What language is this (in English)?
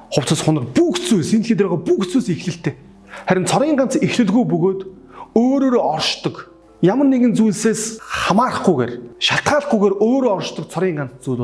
Mongolian